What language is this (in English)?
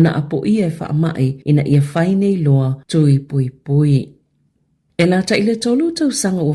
Samoan